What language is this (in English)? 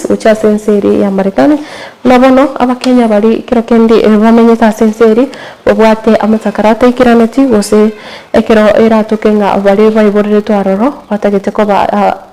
Gusii